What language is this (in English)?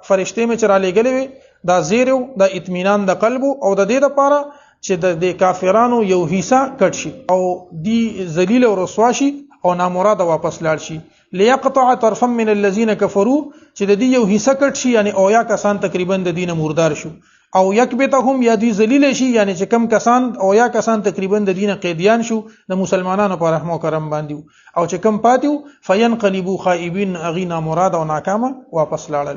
Pashto